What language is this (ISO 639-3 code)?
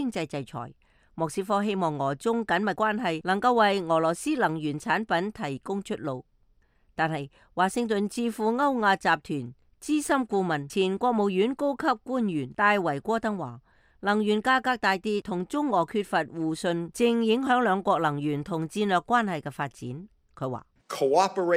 yue